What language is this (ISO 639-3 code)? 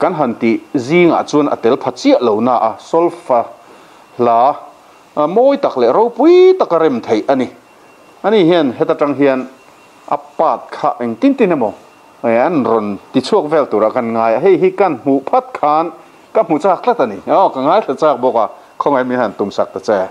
lus